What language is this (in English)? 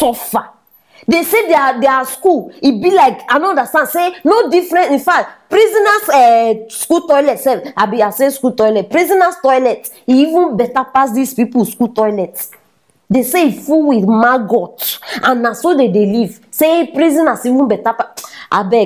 Nigerian Pidgin